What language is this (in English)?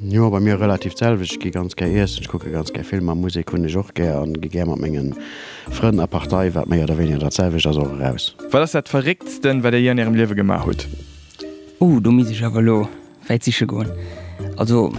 Luxembourgish